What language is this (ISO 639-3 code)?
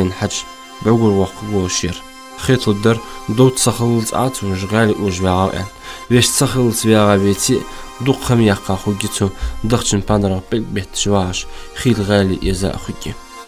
inh